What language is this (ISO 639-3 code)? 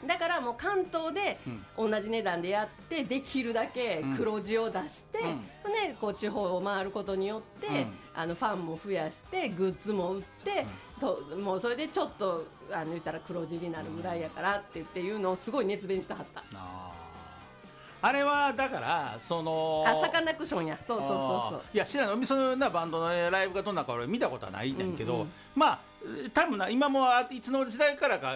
jpn